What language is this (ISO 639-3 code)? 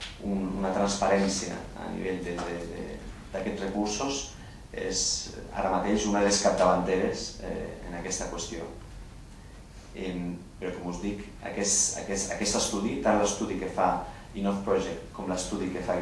cat